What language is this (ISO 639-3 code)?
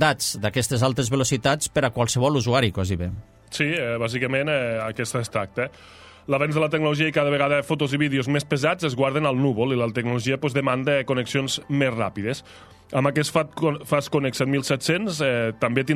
cat